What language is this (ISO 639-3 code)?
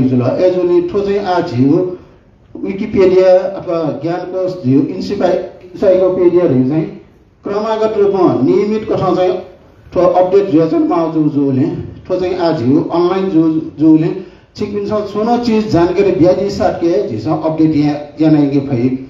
new